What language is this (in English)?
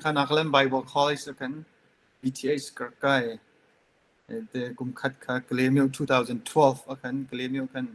Hakha Chin